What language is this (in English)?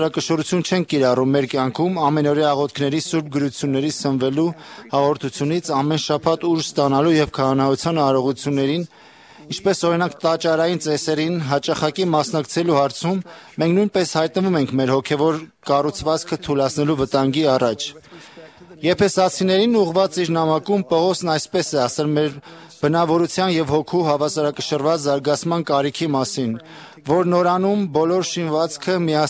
Armenian